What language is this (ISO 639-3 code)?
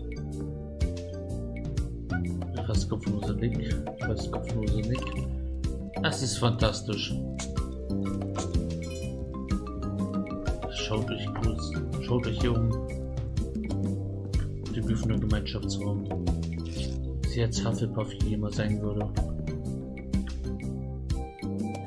deu